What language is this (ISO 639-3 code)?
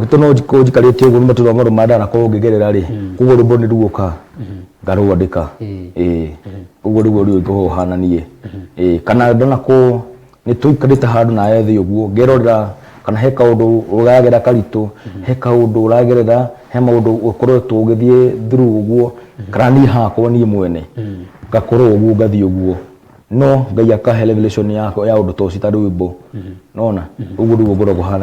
kik